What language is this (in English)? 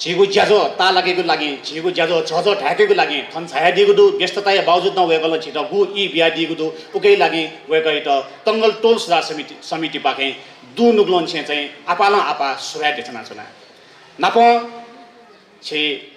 Newari